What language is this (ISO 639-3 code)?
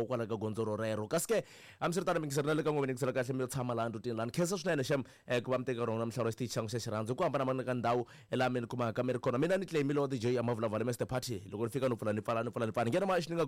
tso